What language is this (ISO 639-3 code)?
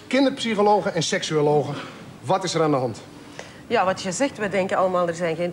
nld